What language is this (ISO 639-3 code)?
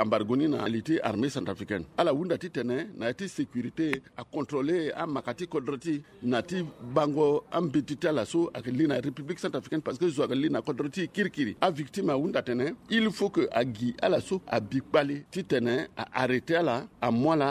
sag